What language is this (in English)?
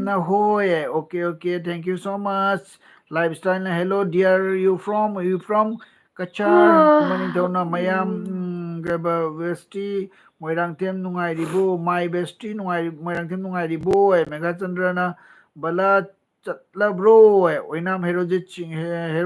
Manipuri